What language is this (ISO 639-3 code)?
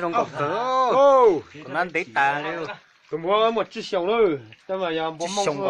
hmn